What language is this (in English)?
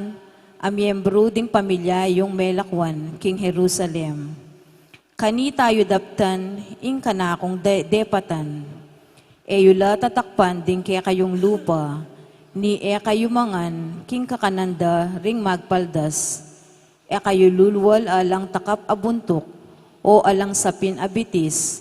Pampanga